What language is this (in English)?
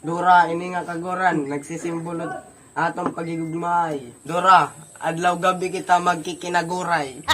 Waray